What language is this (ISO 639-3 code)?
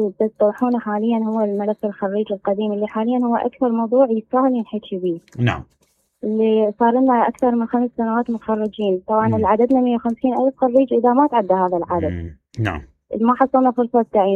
acm